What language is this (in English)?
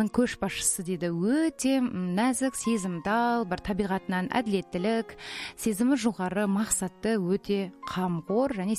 Kazakh